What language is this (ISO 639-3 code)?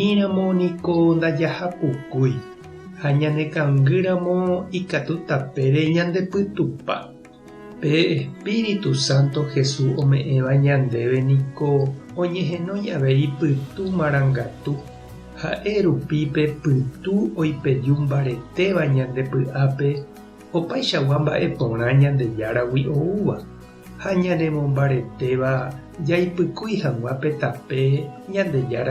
grn